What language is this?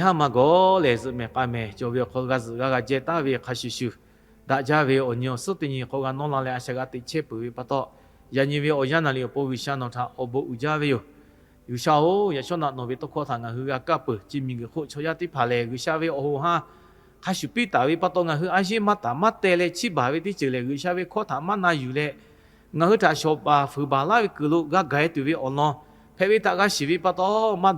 Lahu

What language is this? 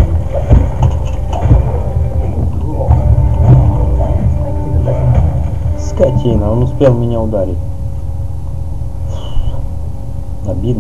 Russian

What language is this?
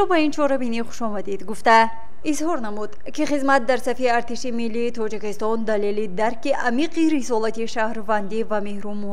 Tajik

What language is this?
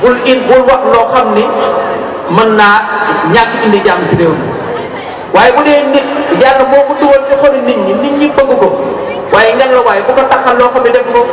Wolof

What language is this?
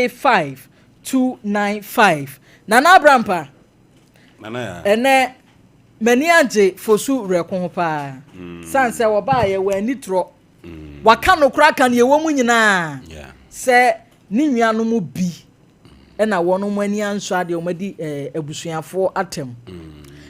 Akan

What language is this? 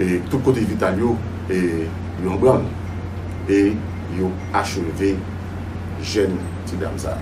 Haitian Creole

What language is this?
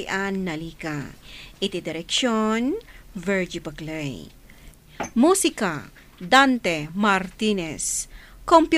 Iloko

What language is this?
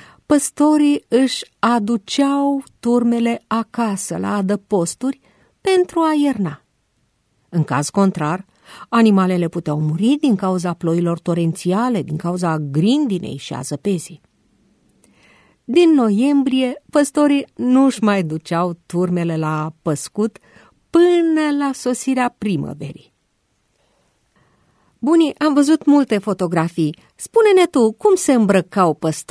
Romanian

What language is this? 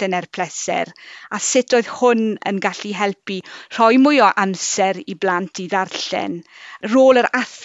Welsh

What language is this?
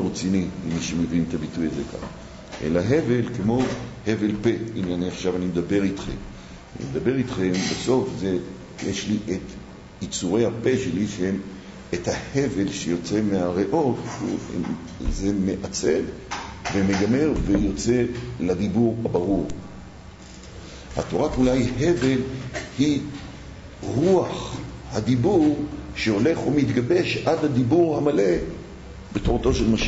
Hebrew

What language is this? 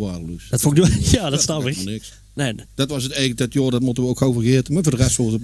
Limburgish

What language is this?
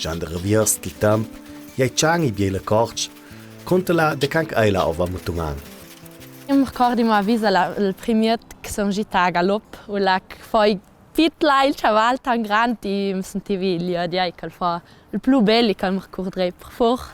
Ladin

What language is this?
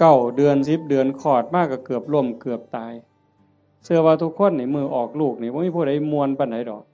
Northeastern Thai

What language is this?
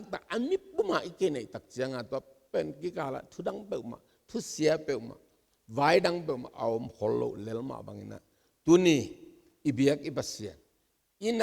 Tedim Chin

